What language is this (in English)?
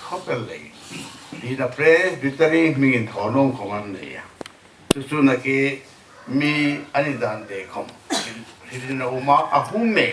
Hmar